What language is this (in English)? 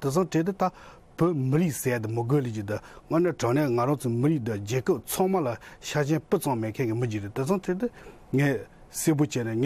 Tibetan